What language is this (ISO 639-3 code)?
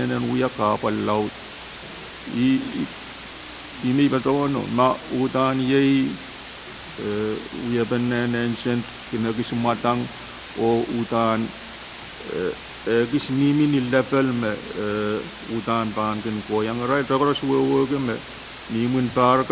pon